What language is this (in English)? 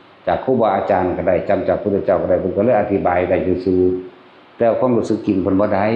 Northeastern Thai